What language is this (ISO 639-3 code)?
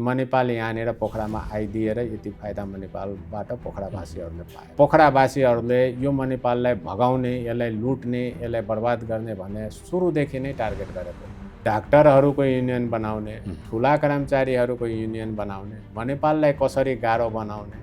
nep